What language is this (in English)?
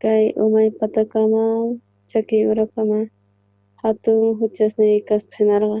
South Bolivian Quechua